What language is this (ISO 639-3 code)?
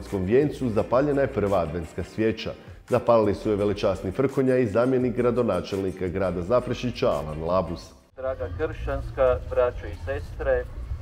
hrv